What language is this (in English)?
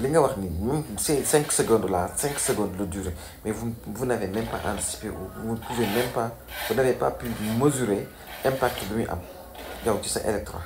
Wolof